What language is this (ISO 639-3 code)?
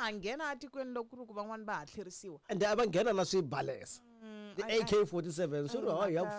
tso